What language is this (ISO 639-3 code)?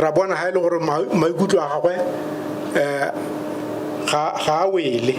tsn